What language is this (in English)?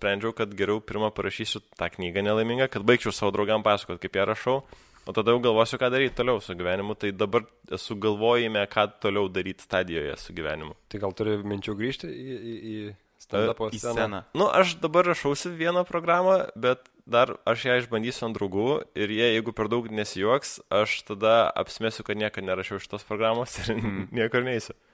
Lithuanian